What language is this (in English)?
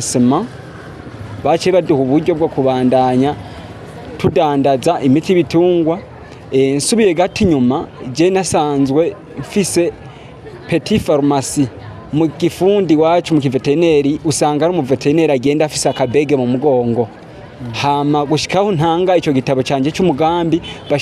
Rundi